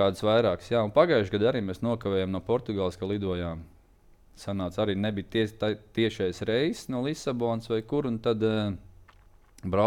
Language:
Latvian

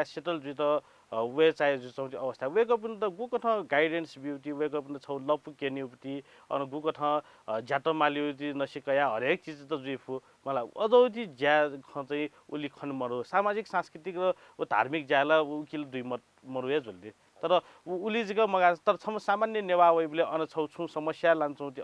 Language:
Newari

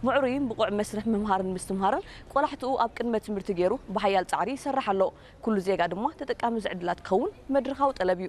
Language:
Tigrinya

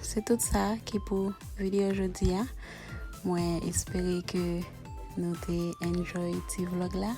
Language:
Haitian Creole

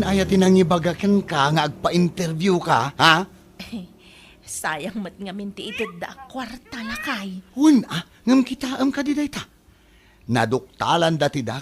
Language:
Iloko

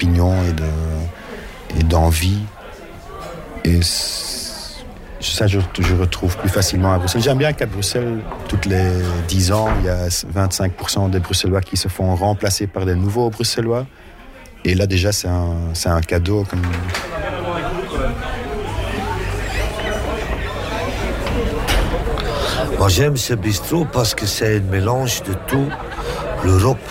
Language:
French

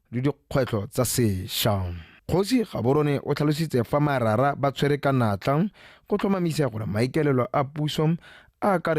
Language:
Tswana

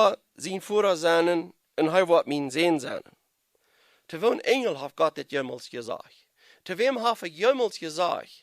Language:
Plautdietsch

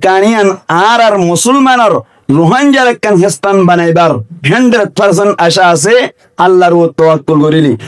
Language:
Rohingya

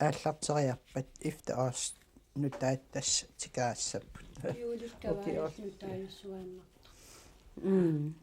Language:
Kalaallisut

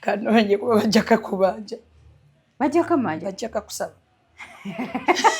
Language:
Ganda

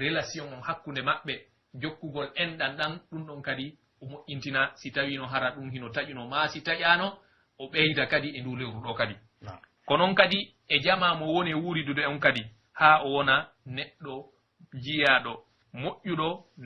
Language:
Pular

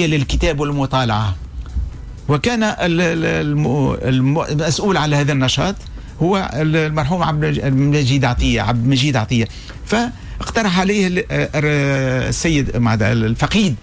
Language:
Tunisian Arabic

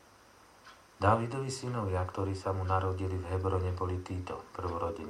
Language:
Slovak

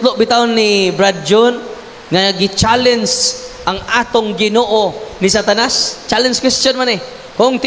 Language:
Cebuano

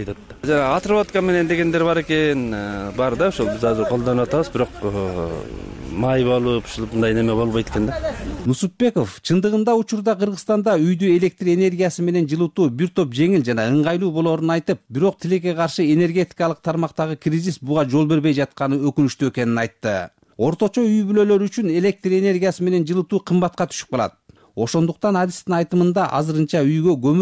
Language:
Kyrgyz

